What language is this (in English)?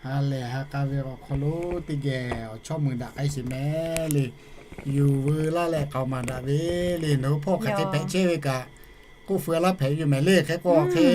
Lahu